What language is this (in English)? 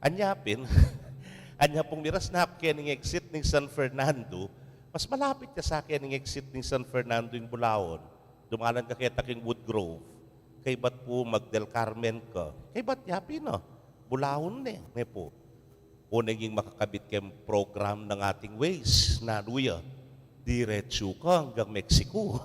Pampanga